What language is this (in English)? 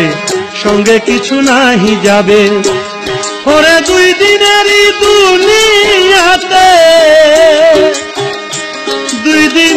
Bangla